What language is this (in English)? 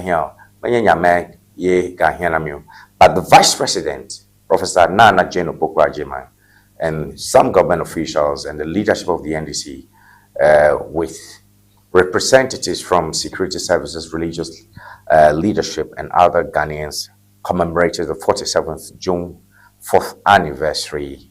Ewe